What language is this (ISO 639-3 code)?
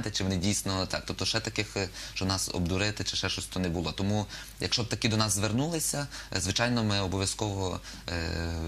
ukr